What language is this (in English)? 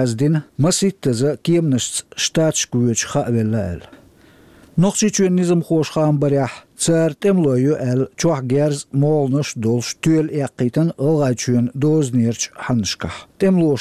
Chechen